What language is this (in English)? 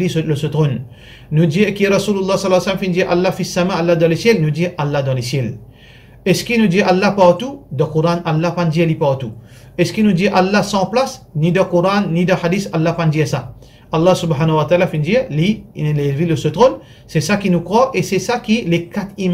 Morisyen